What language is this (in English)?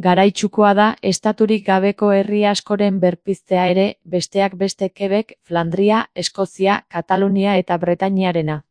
Basque